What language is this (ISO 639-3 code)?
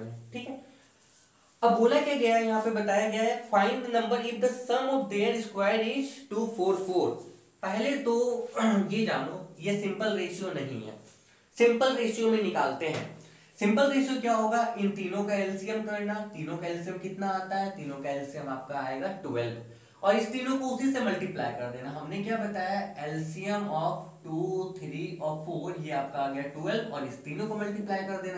hin